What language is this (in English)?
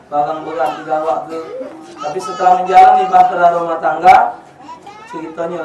Musi